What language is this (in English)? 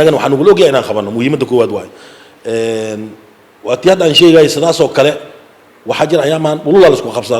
Somali